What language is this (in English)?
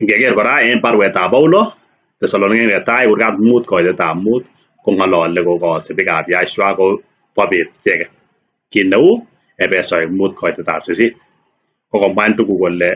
Kalenjin